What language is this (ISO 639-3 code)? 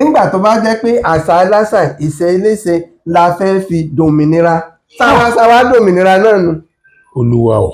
yor